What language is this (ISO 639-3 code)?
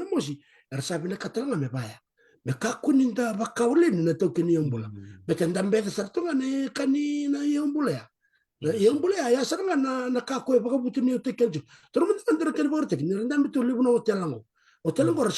fij